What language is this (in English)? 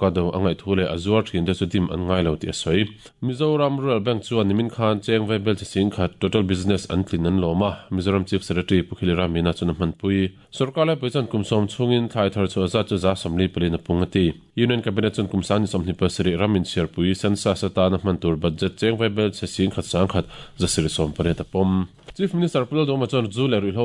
Mizo